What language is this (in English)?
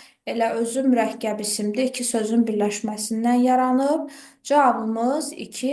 Azerbaijani